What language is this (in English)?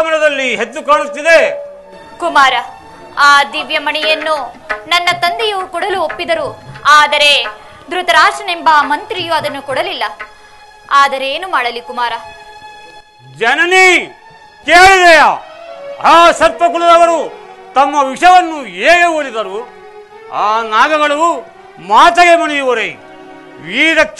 Kannada